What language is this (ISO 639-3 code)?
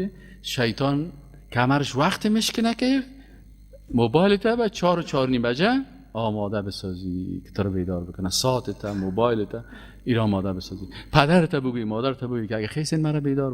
fas